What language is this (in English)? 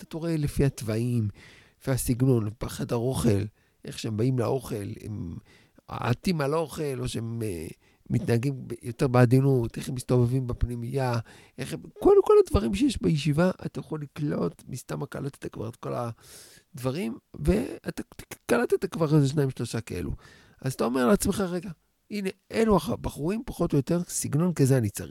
Hebrew